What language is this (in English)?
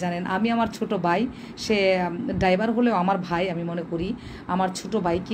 Bangla